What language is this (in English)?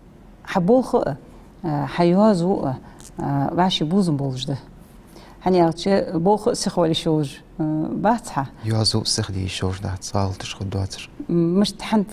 Ingush